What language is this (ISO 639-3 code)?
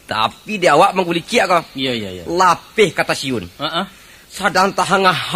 min